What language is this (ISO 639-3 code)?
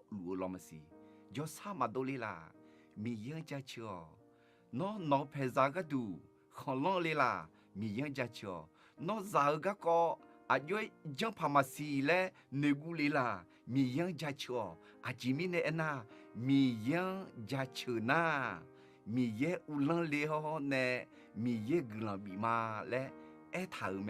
ahk